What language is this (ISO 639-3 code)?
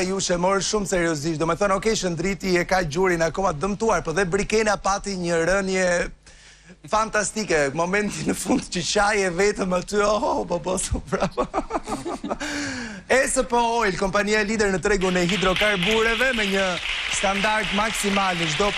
sqi